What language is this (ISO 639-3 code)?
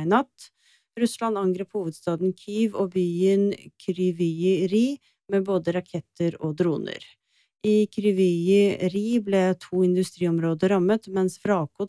nor